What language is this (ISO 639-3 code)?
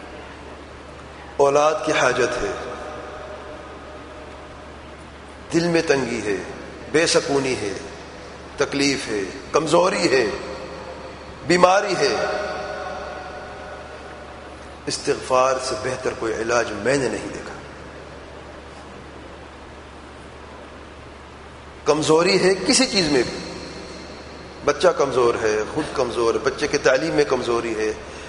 urd